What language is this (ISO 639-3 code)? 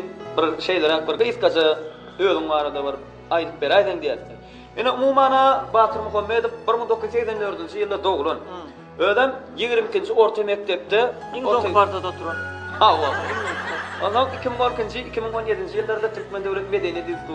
tuk